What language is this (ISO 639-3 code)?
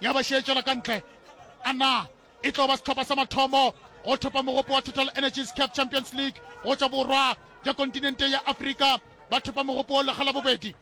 nso